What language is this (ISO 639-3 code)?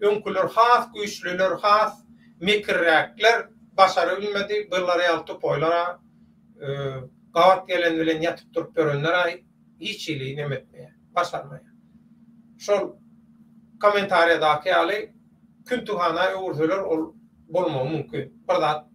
tuk